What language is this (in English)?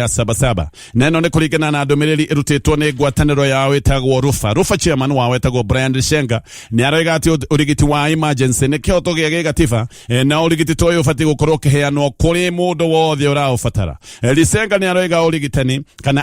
Kikuyu